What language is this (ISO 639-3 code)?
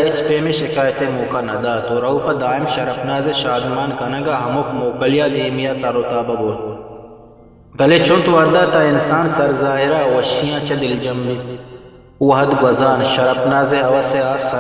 bgp